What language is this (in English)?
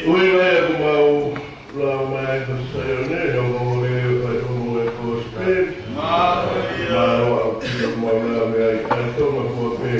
Tongan